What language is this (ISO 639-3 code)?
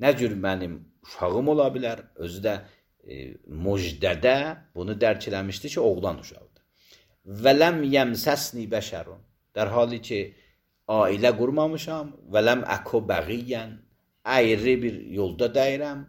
aze